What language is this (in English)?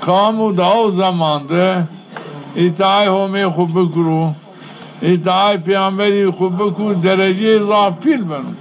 Zaza